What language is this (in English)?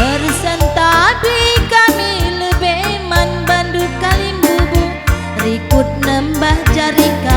Batak Karo